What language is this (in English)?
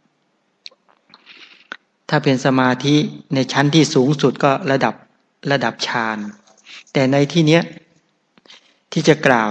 Thai